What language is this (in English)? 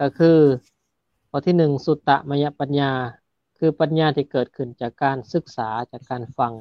Lao